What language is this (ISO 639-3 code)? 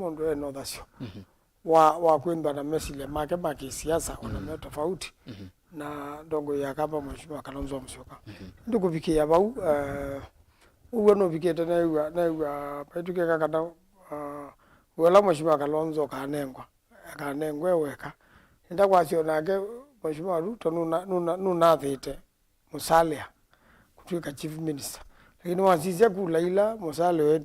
kam